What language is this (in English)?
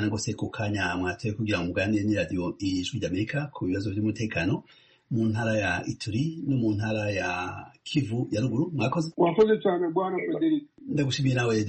Kinyarwanda